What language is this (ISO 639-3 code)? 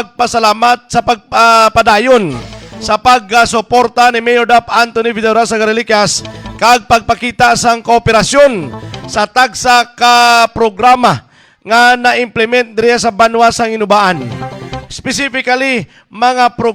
hil